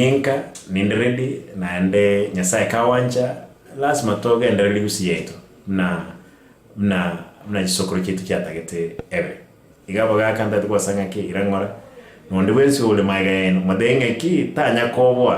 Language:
Gusii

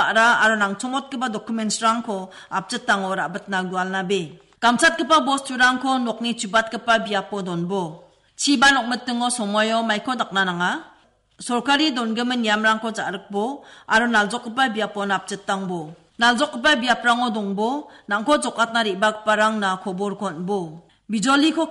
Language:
Garo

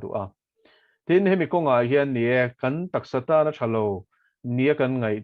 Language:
Mizo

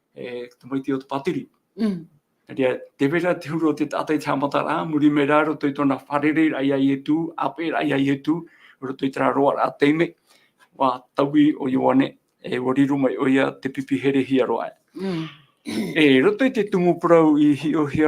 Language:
Tahitian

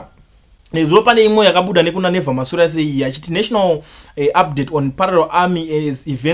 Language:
Shona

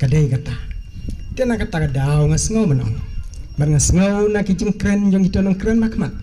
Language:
Khasi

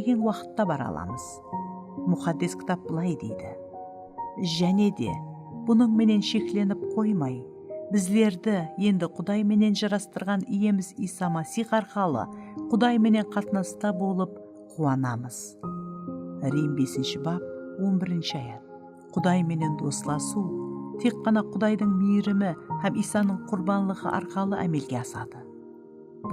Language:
Kara-Kalpak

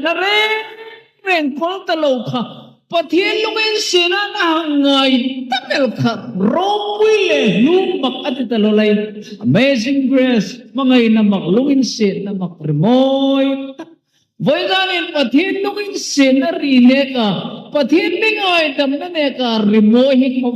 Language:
Hmar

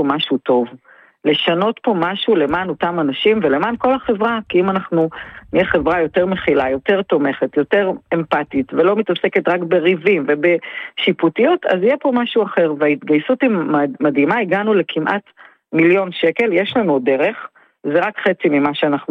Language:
Hebrew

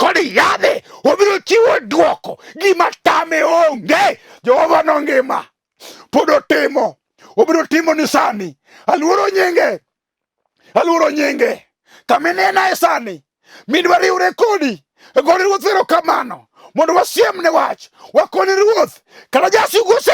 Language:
Luo (Kenya and Tanzania)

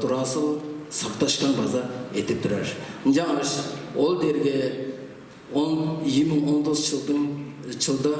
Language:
Tuvinian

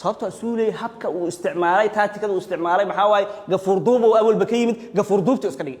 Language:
Somali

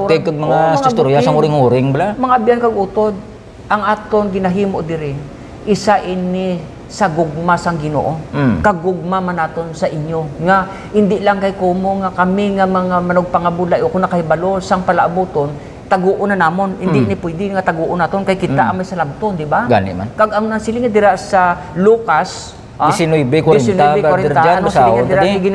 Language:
Hiligaynon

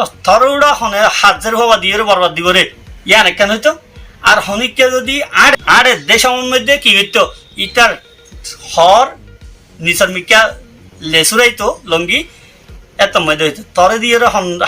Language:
Rohingya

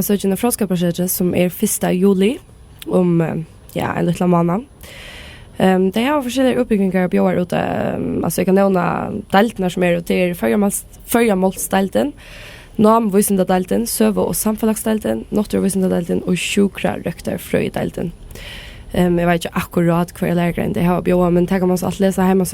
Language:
Faroese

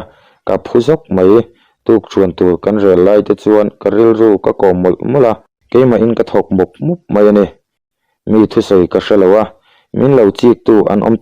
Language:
Mizo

